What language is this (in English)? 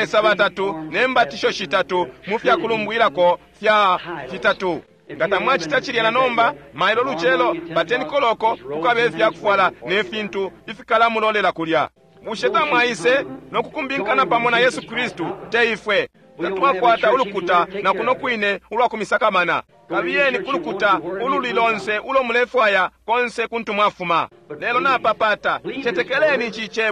Bemba